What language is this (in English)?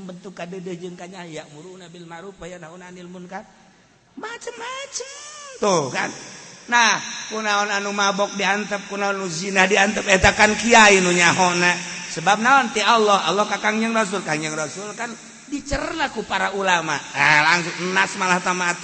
Sundanese